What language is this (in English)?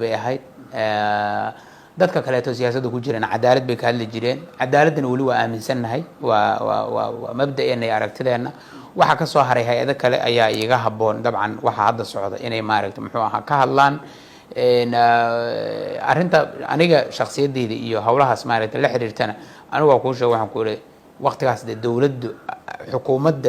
Somali